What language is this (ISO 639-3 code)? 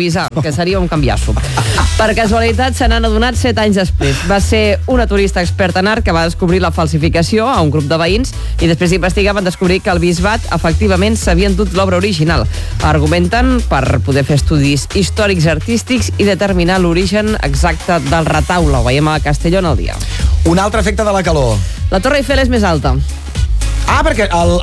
cat